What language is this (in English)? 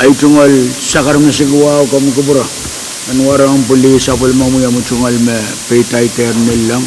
Pohnpeian